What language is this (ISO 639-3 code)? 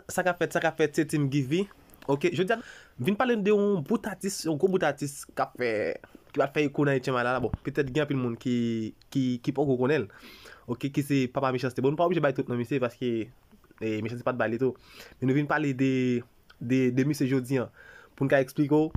hat